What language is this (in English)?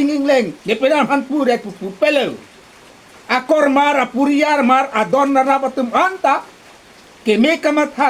Karbi